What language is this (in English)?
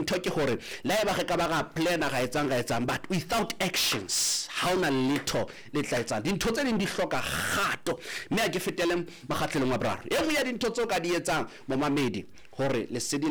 Southern Sotho